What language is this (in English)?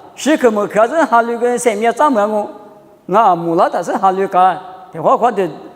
Lisu